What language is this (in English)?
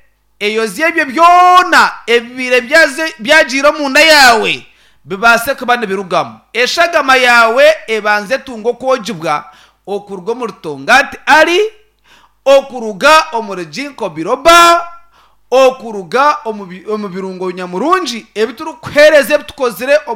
Nyankole